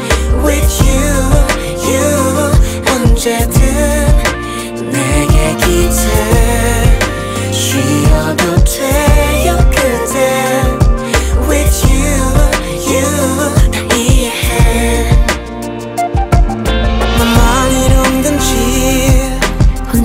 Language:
Korean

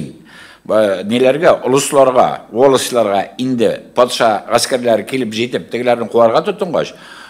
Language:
Tatar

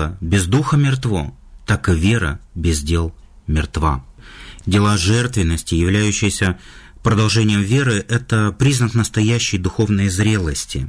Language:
Russian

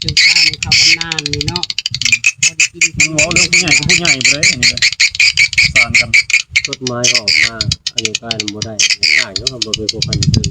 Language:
Northeastern Thai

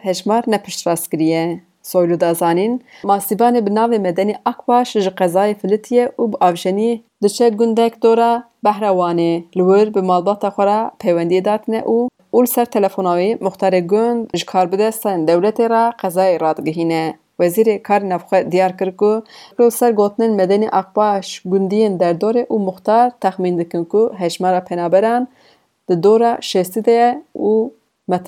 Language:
Kurdish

